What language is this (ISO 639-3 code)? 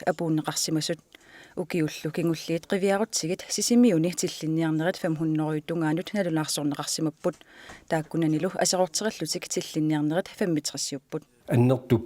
kal